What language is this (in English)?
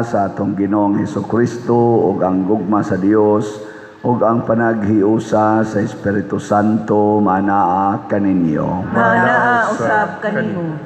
Cebuano